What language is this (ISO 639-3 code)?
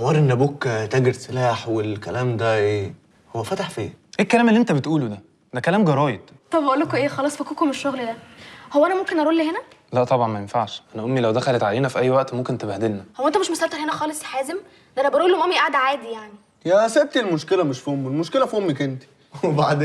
arz